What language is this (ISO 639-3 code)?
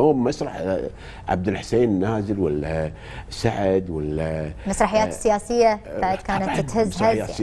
afb